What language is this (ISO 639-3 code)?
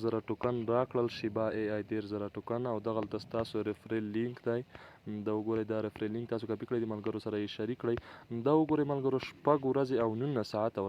pus